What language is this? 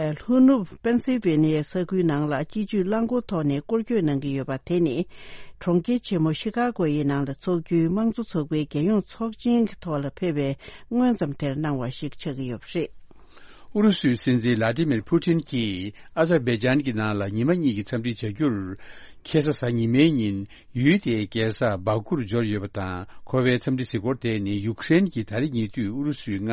Tibetan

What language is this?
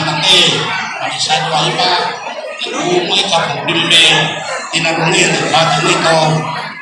Hmong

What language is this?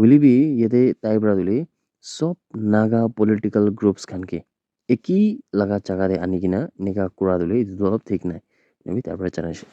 Naga Pidgin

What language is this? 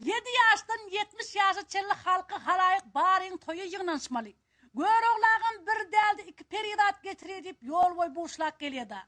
Turkmen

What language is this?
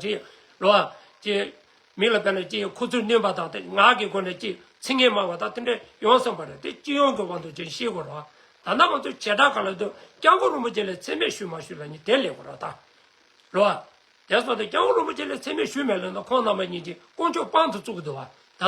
Tibetan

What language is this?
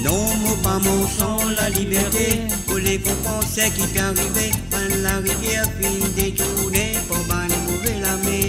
Morisyen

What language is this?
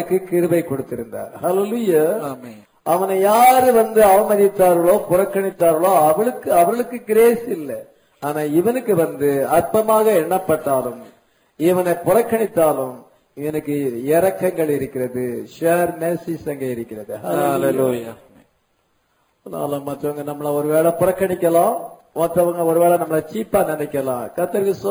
Tamil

